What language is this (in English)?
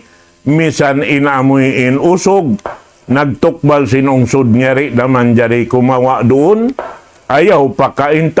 Tausug